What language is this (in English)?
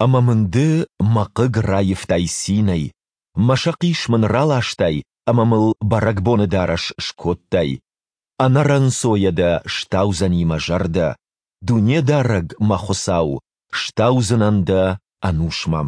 Ossetic